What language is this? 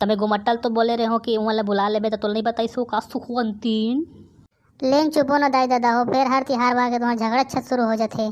Chhattisgarhi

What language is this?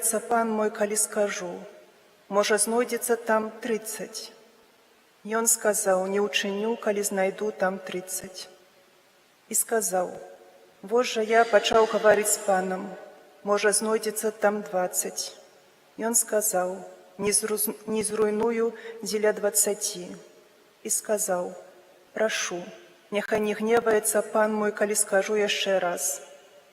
Belarusian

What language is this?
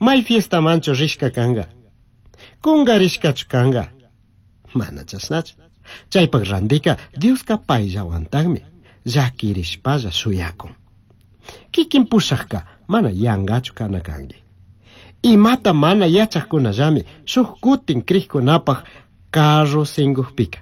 Chimborazo Highland Quichua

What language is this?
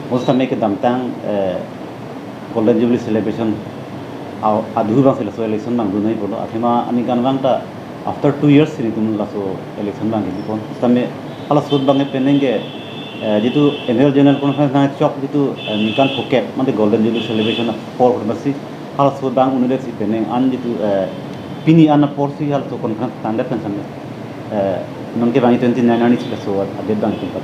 Karbi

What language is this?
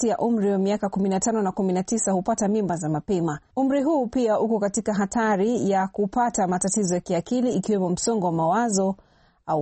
Swahili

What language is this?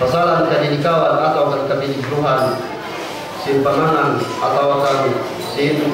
Yakan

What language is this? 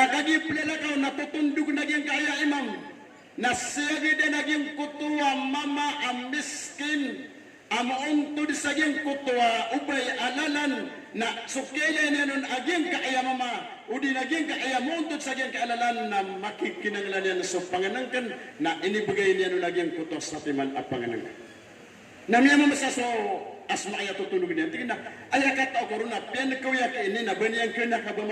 Maranao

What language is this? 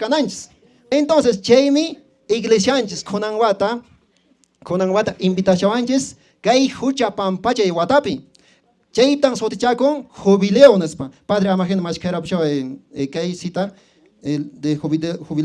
Quechua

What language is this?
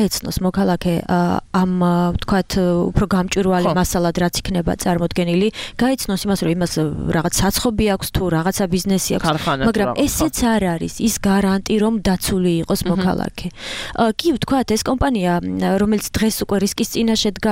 Georgian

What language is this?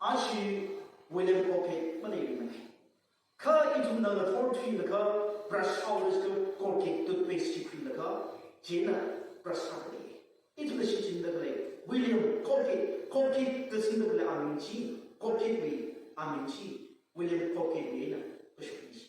Tangkhul Naga (India)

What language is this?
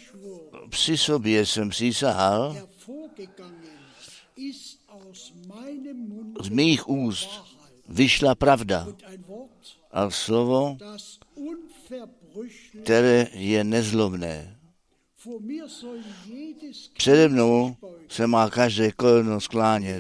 Czech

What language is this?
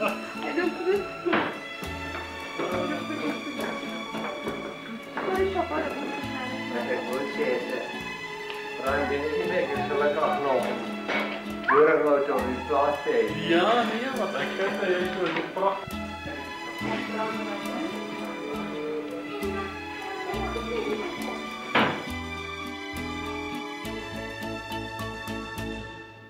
Afrikaans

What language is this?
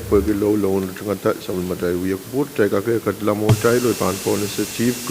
Pohnpeian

